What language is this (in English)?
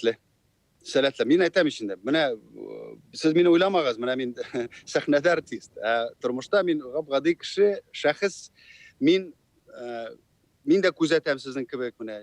Tatar